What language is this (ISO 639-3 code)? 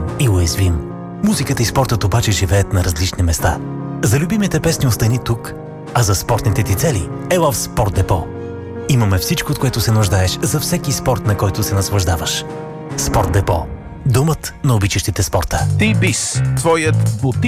bul